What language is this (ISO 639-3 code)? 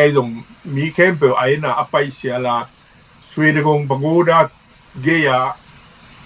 ctd